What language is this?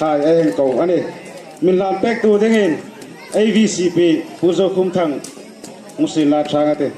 Hmar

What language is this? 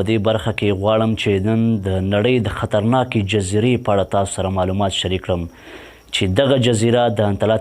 Pashto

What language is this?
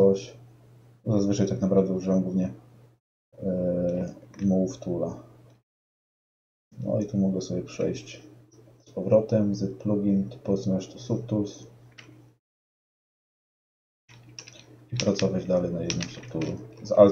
Polish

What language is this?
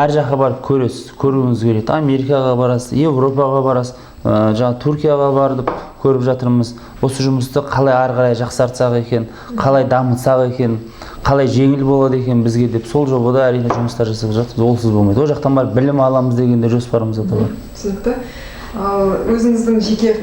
Kazakh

